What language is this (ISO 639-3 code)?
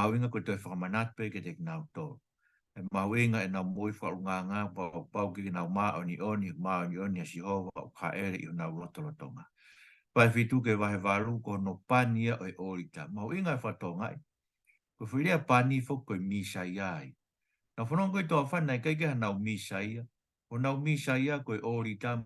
ton